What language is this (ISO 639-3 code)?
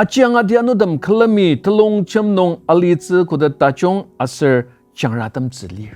njo